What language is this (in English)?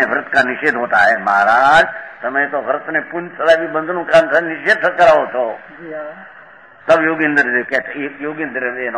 Gujarati